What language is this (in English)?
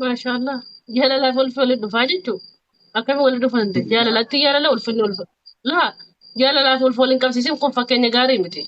Oromo